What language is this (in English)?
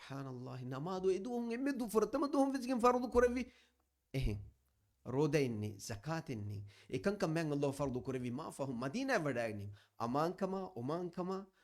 Divehi